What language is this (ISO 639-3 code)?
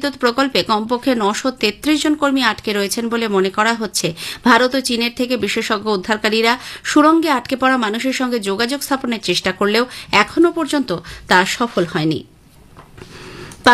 ben